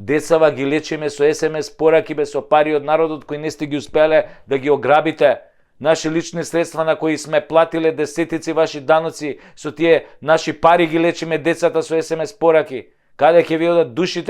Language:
Macedonian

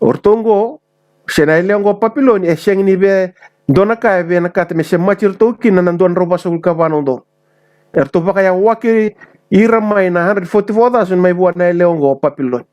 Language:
Fijian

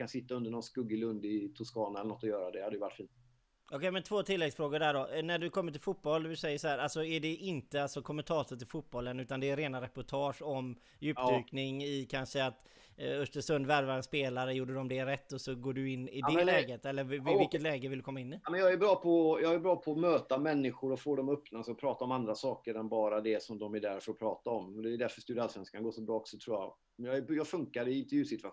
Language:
Swedish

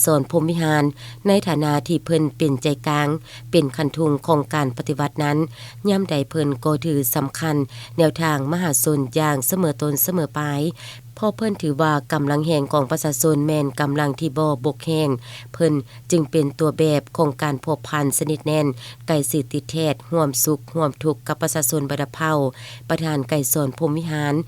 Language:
Lao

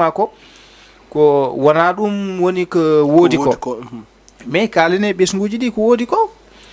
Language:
Fula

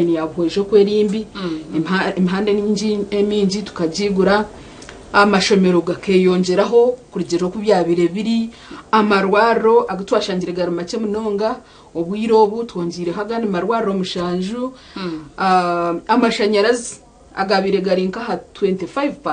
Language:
Nyankole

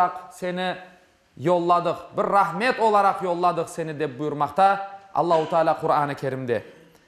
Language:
Crimean Tatar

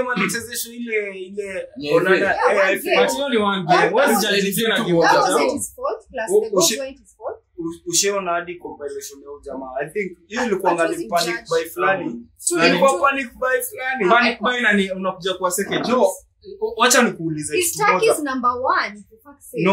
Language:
Swahili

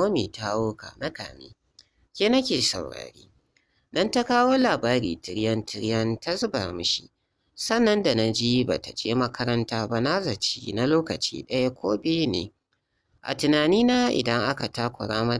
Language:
Hausa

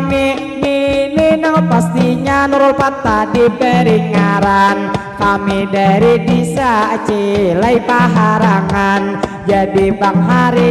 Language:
Banjar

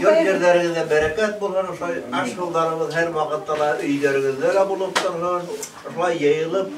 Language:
Bashkir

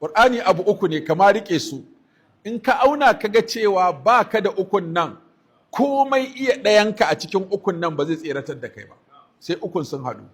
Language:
Hausa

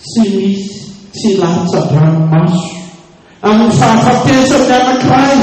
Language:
Malagasy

